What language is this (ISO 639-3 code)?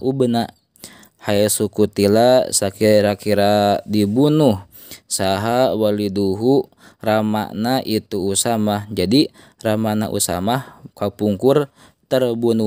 sun